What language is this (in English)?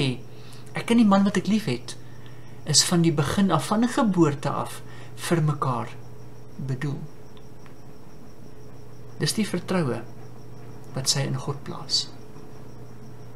Afrikaans